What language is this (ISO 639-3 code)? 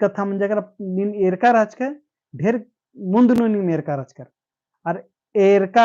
kru